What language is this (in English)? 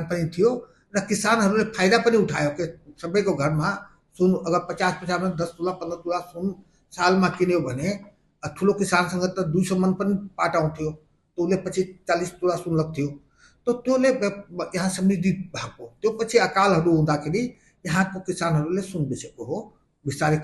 Nepali